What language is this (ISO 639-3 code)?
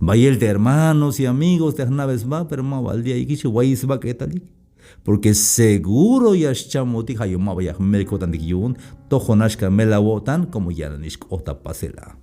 tzh